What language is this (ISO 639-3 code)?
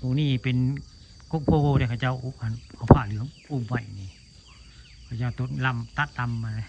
tts